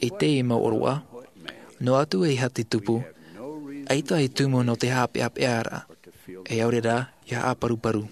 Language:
Tahitian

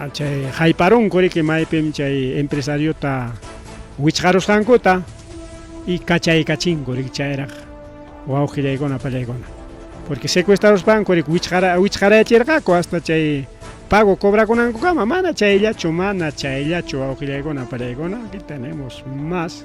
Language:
Ayacucho Quechua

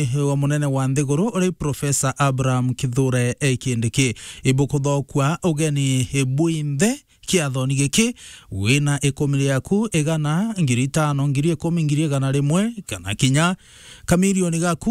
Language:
Meru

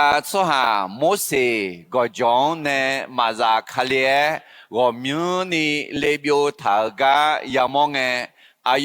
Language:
Akha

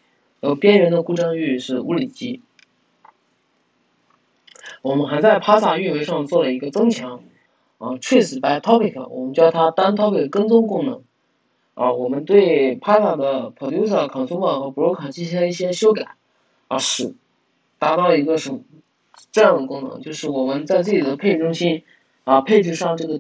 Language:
Chinese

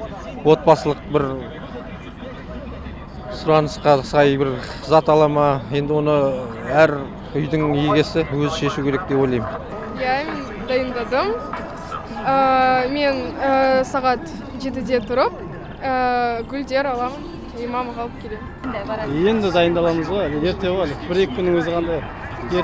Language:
Kazakh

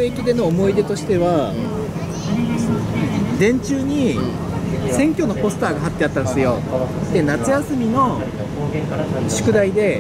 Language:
Japanese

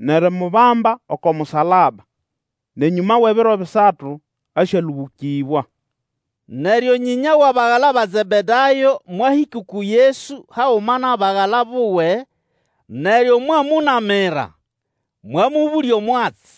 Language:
Nande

